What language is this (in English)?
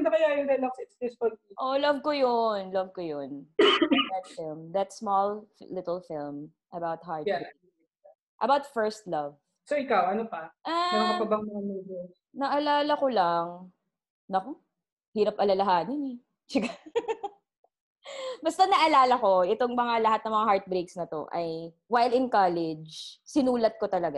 Filipino